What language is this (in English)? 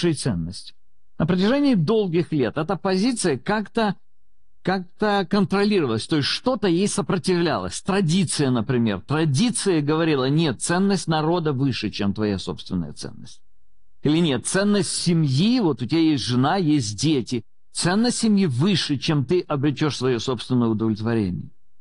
Russian